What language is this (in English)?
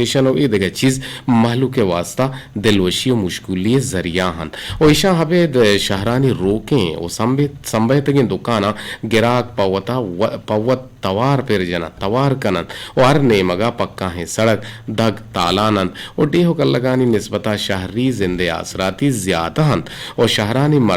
Eastern Balochi